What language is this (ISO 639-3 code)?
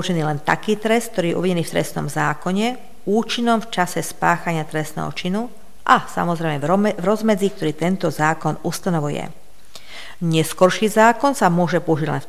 slk